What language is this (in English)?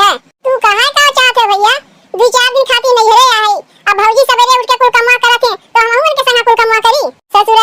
Awadhi